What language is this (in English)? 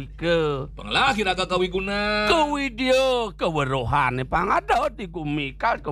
Balinese